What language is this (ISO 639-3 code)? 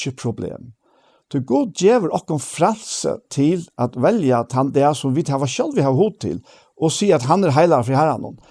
fao